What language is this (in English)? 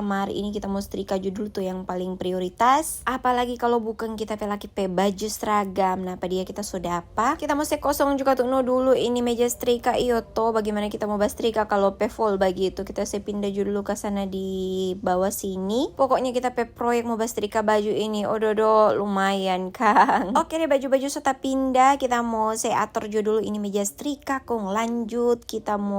Manado Malay